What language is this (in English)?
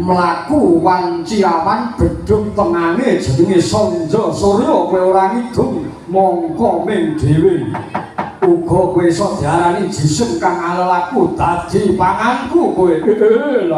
Javanese